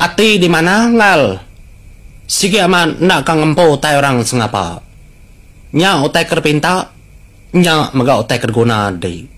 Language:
Iban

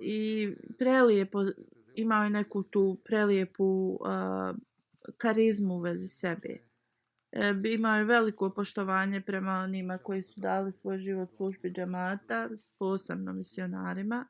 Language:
Bosnian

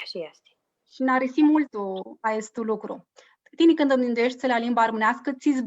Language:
Aromanian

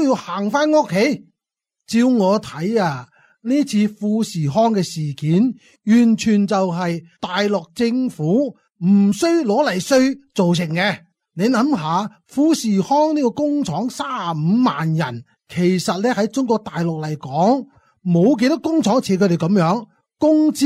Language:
Cantonese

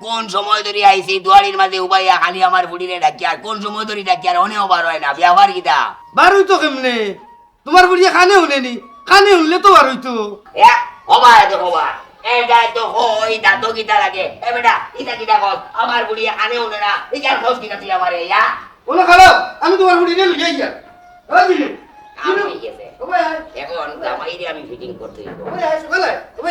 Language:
Sylheti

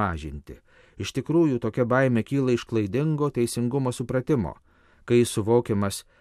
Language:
Lithuanian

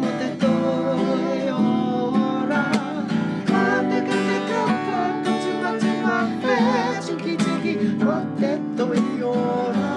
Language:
Māori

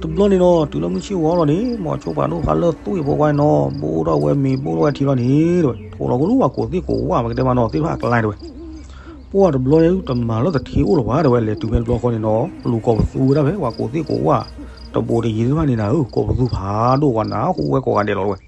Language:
S'gaw Karen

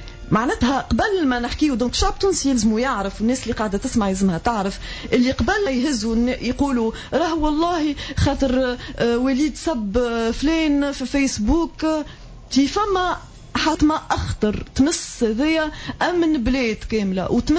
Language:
Tunisian Arabic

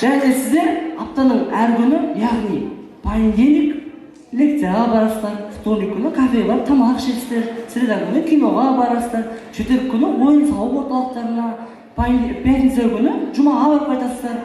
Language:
Kazakh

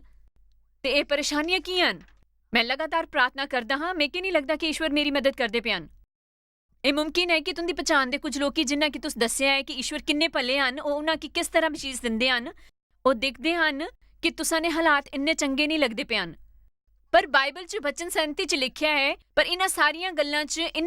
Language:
Dogri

